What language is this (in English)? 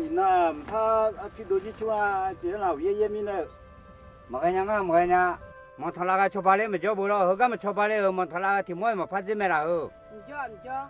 Akha